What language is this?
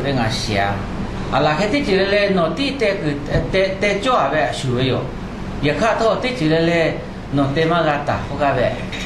Lahu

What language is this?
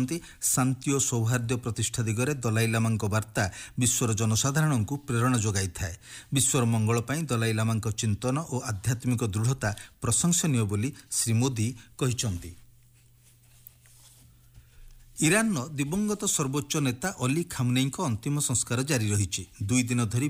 Odia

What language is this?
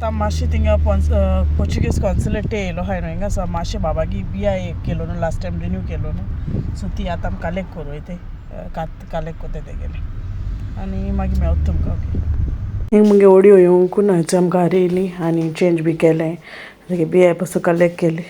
Konkani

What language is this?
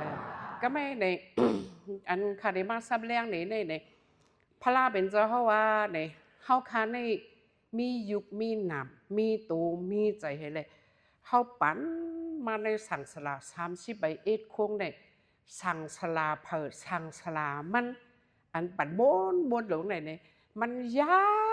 Shan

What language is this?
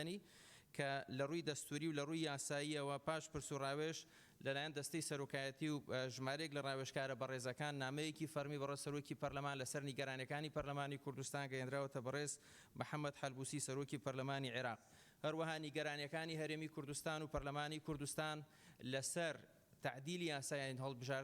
Central Kurdish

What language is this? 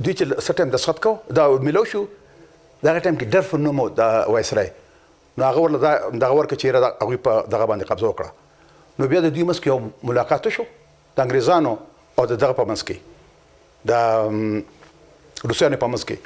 Pashto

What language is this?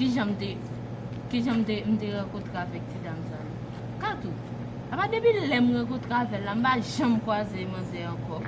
Haitian Creole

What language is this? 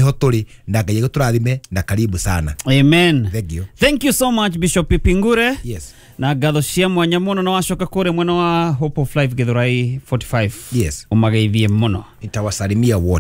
Kikuyu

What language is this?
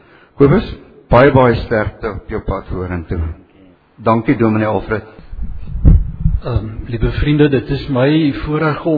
Afrikaans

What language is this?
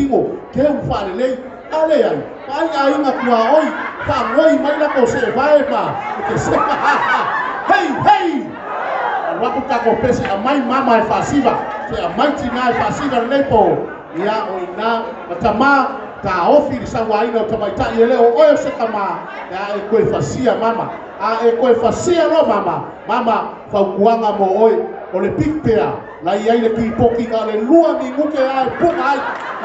Samoan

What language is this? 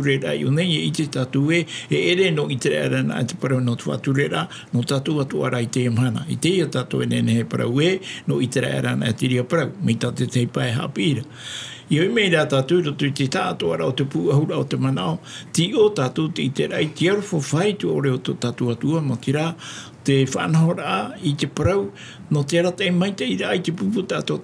Tahitian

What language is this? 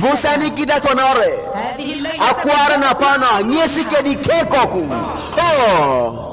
Teso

